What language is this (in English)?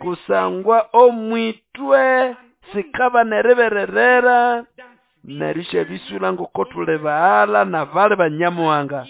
Nande